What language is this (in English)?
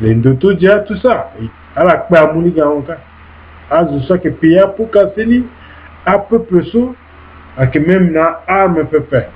Sango